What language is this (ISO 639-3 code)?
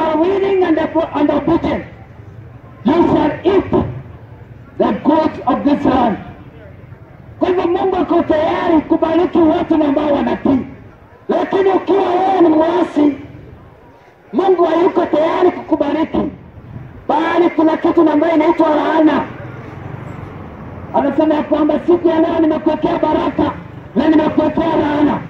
swa